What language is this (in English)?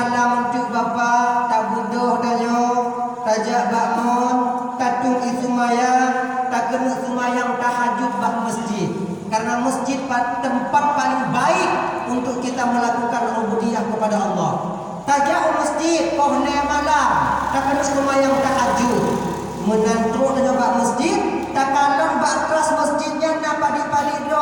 Achinese